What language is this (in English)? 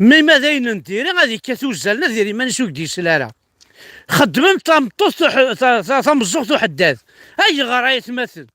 Kabyle